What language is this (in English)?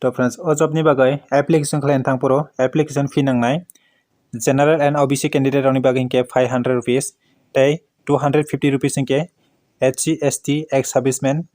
Kok Borok